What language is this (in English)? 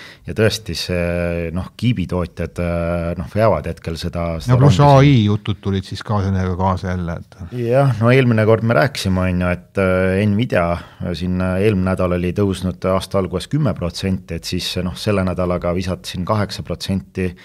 Estonian